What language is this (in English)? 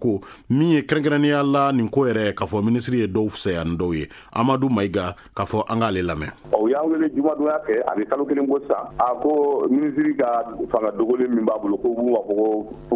Bambara